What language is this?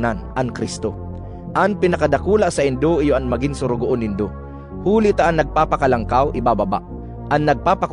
Bikol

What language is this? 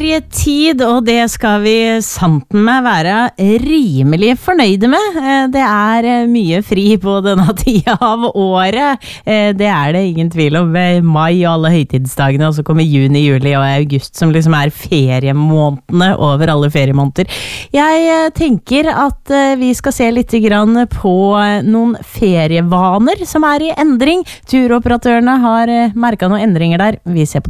Norwegian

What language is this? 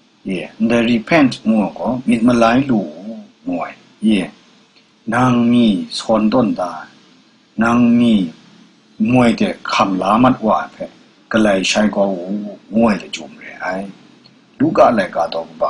Kachin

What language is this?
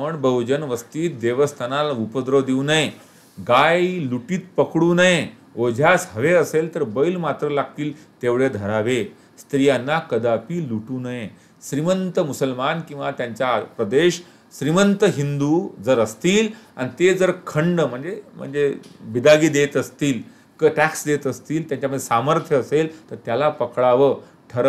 Marathi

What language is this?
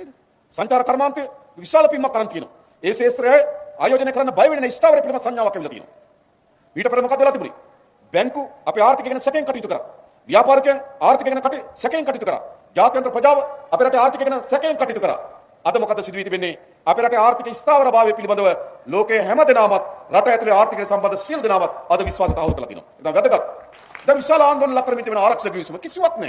Sinhala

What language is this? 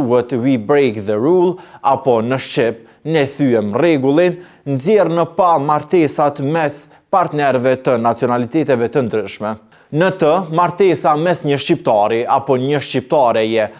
Albanian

